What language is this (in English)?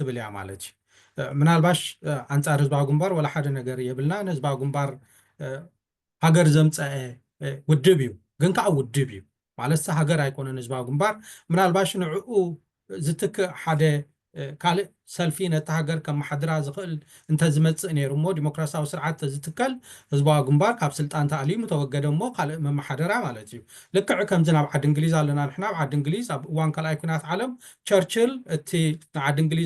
Tigrinya